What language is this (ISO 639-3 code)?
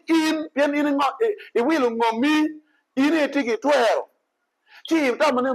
ach